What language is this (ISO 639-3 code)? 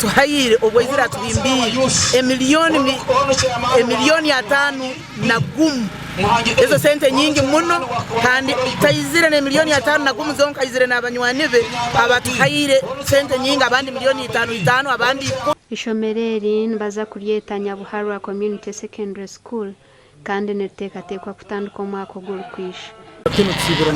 nyn